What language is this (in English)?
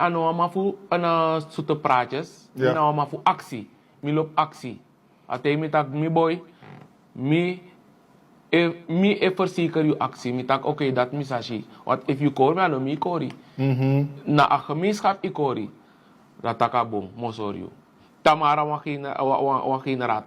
Sranan Tongo